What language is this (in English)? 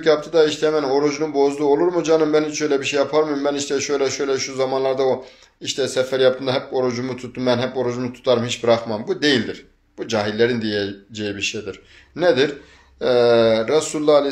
Turkish